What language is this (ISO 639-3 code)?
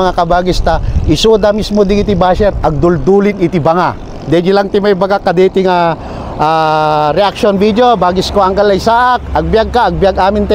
ilo